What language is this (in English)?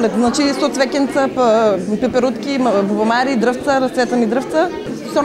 Macedonian